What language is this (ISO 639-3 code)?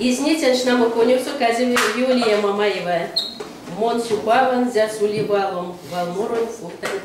myv